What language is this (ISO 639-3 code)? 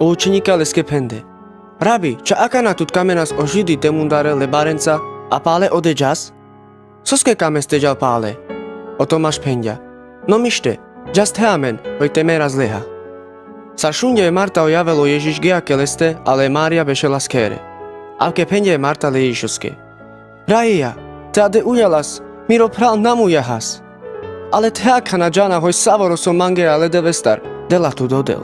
rmc